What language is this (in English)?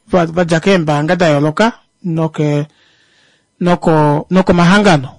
Kuanyama